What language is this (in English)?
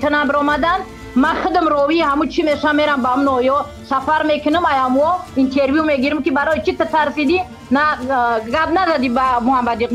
Persian